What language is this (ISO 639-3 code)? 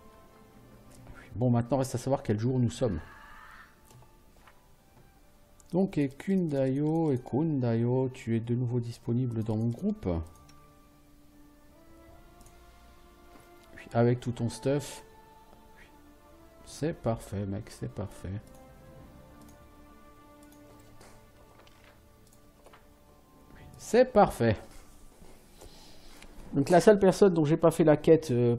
fra